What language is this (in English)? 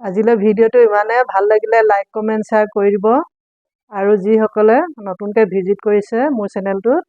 Assamese